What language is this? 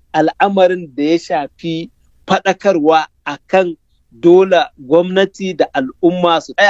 Hausa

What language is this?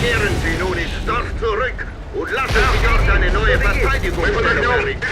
Bavarian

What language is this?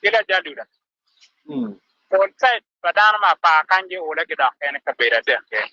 Acoli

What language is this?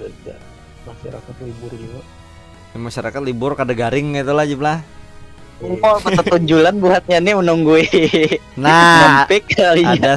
Banjar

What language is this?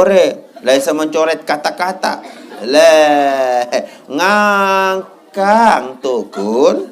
Sasak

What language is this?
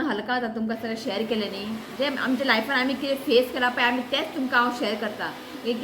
Konkani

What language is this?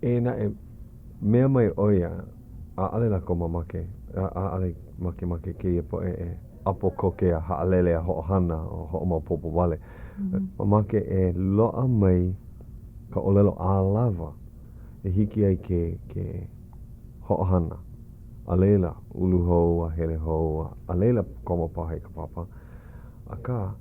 Hawaiian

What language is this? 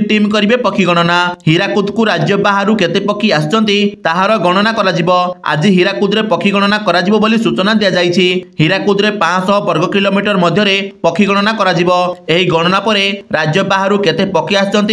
Odia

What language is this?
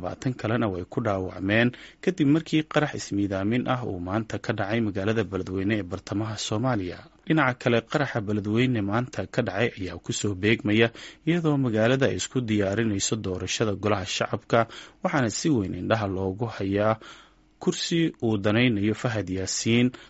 Somali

